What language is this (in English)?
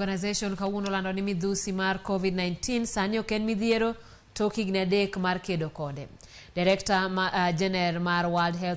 Luo (Kenya and Tanzania)